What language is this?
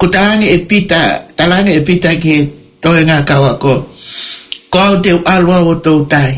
Tongan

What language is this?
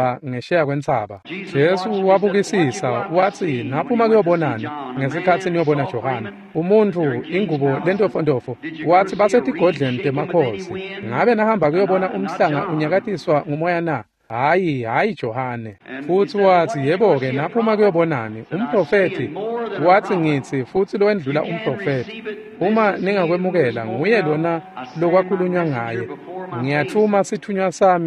Swati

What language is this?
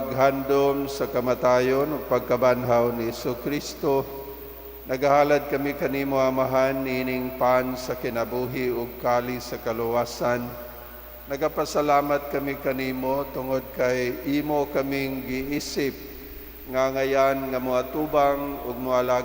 Cebuano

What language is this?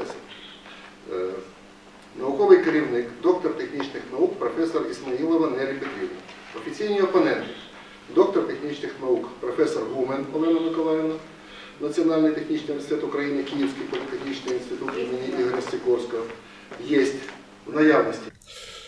Ukrainian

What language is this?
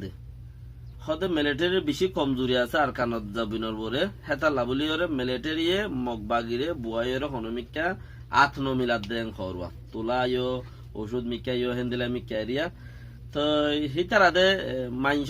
Rohingya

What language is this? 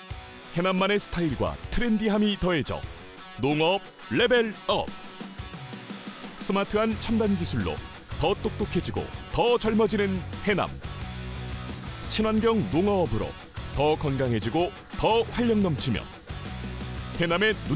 Korean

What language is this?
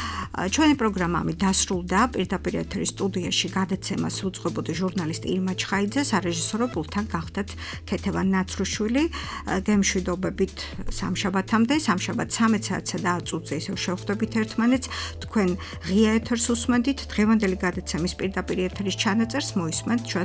Georgian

